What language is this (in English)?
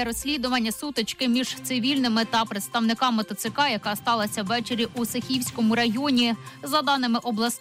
Ukrainian